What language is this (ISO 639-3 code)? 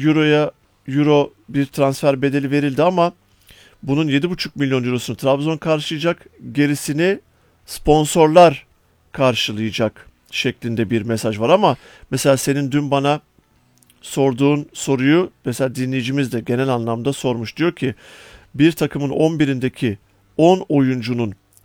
tur